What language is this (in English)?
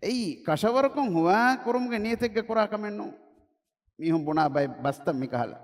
Divehi